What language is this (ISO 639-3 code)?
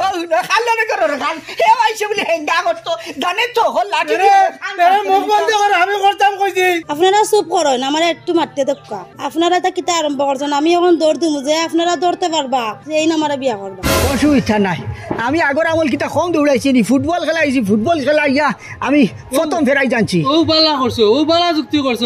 syl